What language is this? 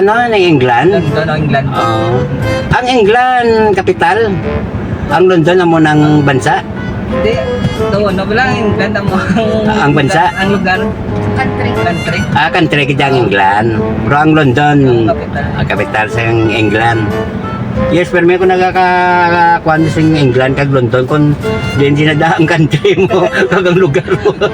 Hiligaynon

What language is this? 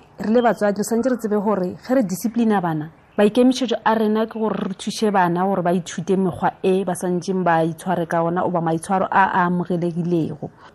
Tswana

